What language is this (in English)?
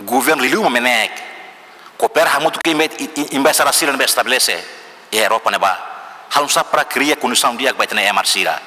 Tetum